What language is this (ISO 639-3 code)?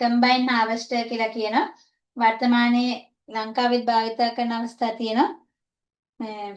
sin